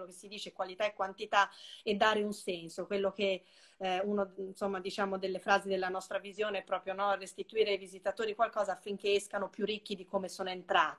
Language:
Italian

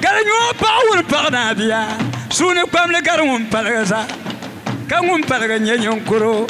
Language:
Dagbani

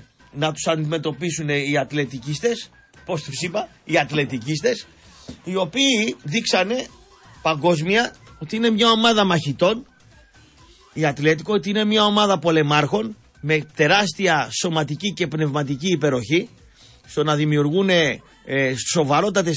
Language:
Greek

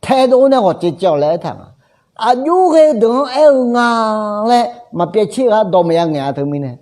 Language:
Akha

